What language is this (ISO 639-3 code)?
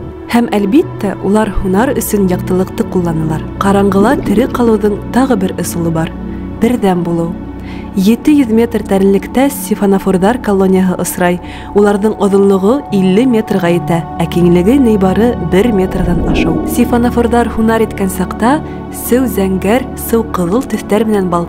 bak